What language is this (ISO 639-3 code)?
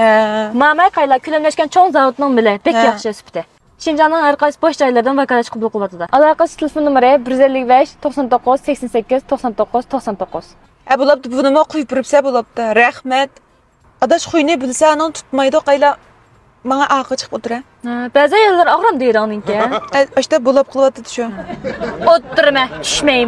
uig